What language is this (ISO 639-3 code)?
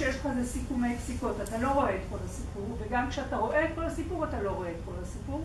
heb